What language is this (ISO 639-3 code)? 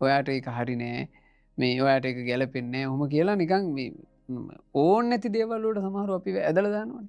sin